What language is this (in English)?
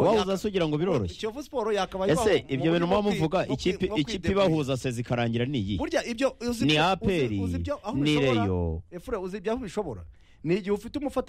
Kinyarwanda